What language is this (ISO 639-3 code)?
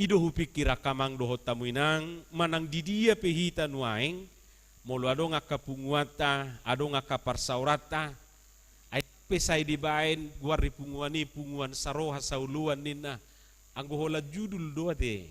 bbc